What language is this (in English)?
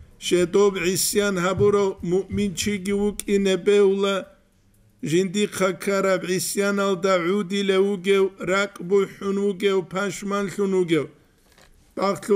Avaric